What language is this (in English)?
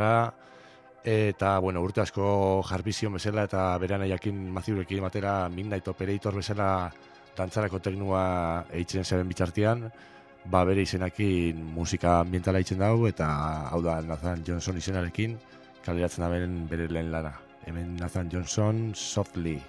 Basque